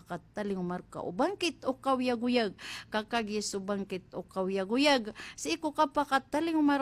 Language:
Maranao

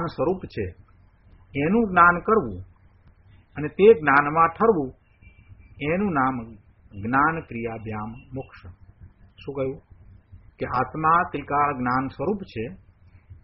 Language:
Gujarati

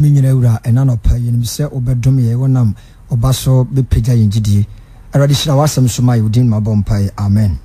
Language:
Akan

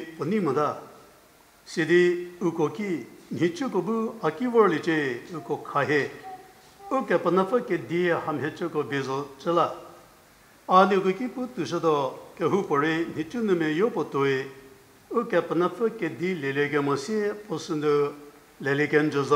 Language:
Angami Naga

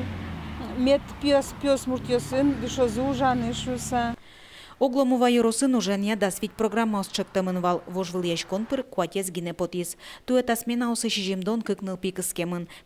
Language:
Udmurt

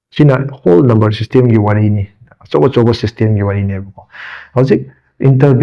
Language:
Manipuri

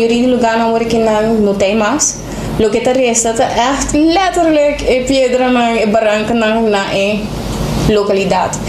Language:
Papiamento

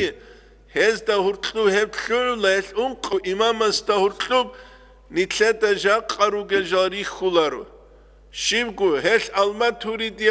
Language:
Avaric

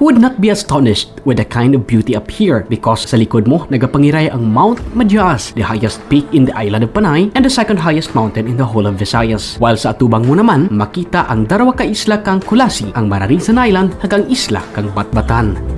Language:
Kinaray-a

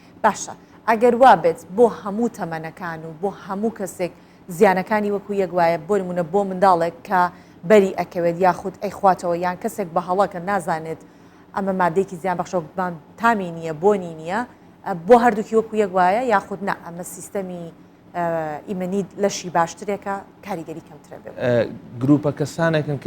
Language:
Central Kurdish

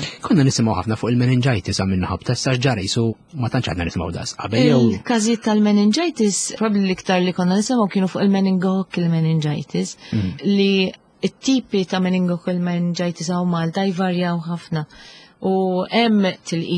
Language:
Maltese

